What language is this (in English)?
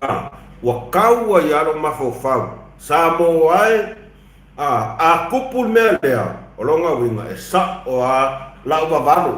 Samoan